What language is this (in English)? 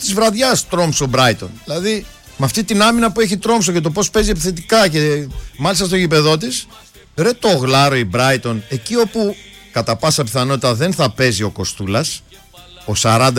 Greek